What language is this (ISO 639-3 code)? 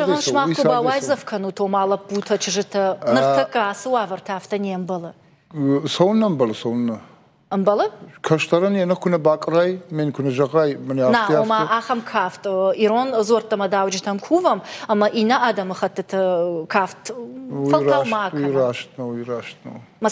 oss